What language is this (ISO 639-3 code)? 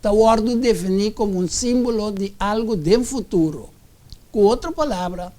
pap